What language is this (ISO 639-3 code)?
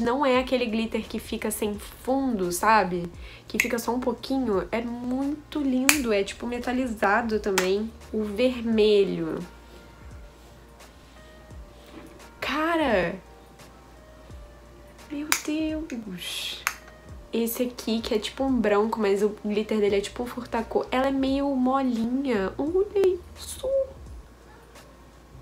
por